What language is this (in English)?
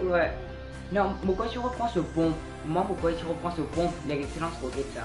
Morisyen